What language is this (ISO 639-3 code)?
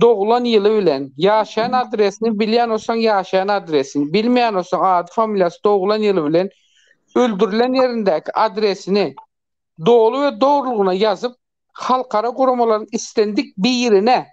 tuk